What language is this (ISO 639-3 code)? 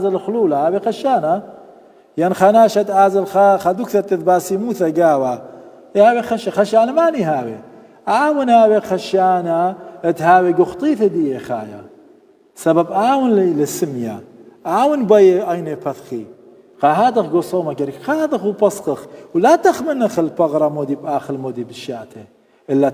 aii